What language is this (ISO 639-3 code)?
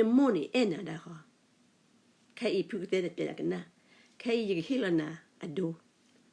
ksw